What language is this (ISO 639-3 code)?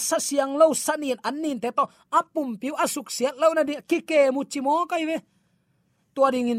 ctd